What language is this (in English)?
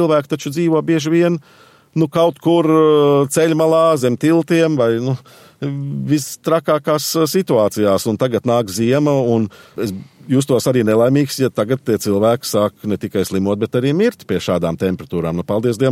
Latvian